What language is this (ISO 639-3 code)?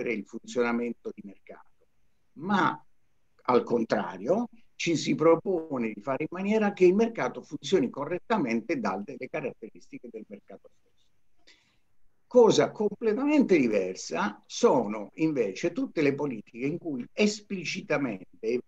ita